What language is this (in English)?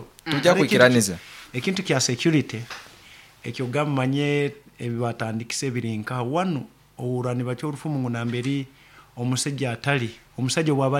Nyoro